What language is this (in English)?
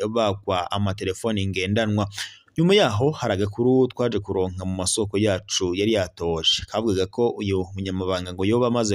Rundi